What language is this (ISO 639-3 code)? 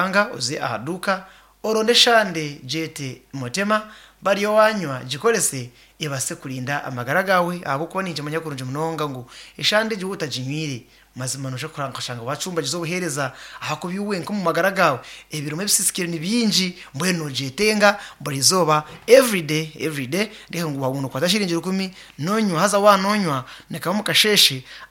nyn